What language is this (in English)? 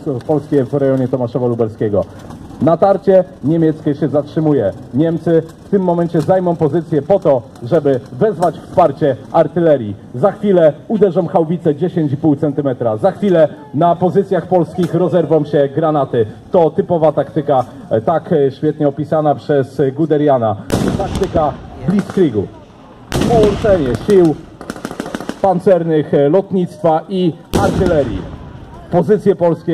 Polish